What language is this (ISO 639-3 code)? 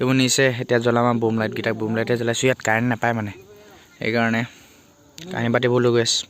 asm